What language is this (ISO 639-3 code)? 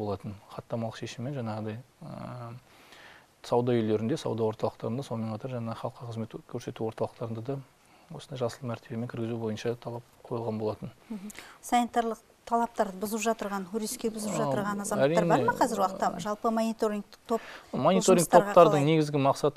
kaz